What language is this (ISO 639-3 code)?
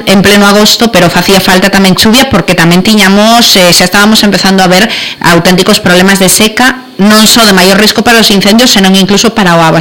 glg